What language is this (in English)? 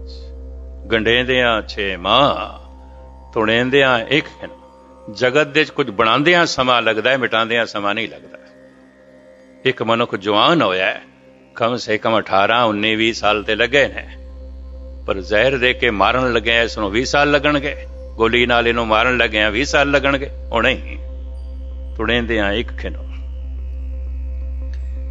Punjabi